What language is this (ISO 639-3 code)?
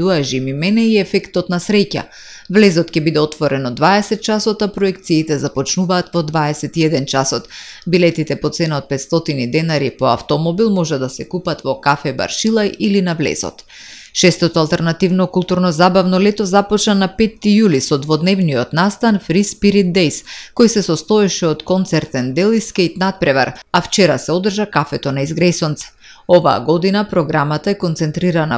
mkd